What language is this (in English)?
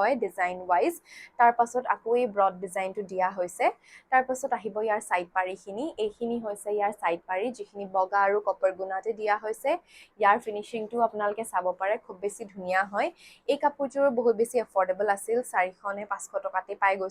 Assamese